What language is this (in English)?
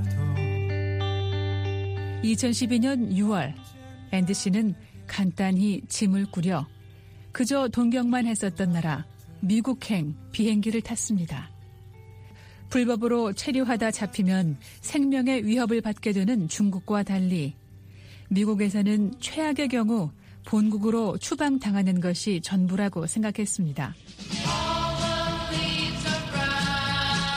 Korean